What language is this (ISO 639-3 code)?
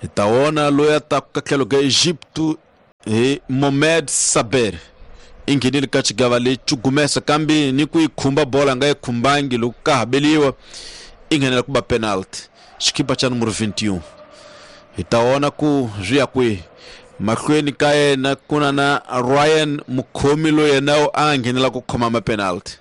tso